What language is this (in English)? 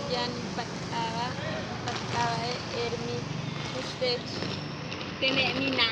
Yucateco